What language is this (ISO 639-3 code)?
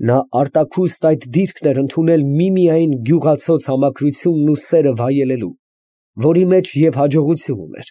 hye